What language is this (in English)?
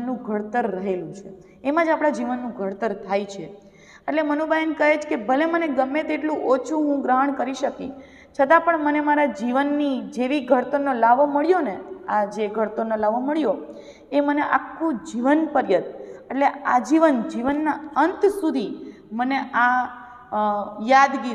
Gujarati